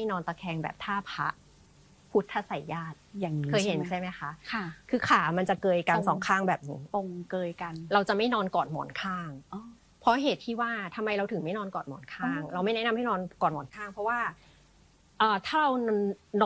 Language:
Thai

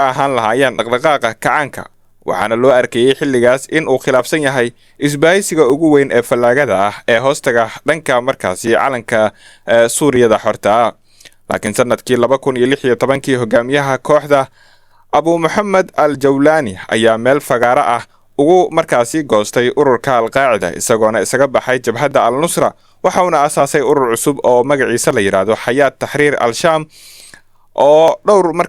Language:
Somali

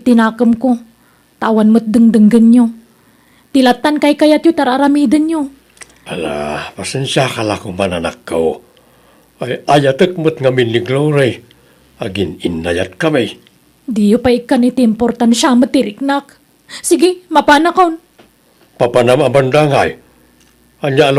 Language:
Iloko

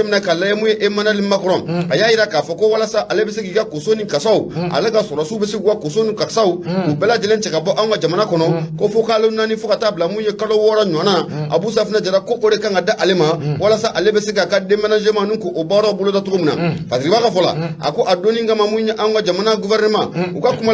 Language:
Bambara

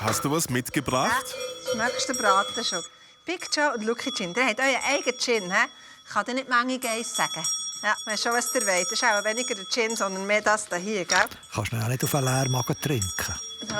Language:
Swiss German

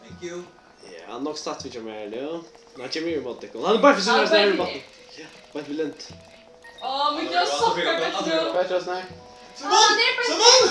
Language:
Faroese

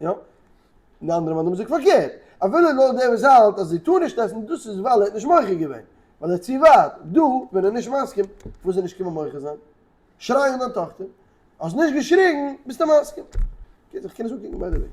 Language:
Yiddish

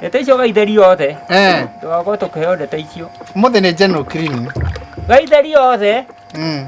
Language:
Kikuyu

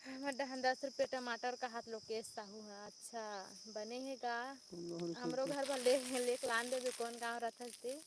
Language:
Chhattisgarhi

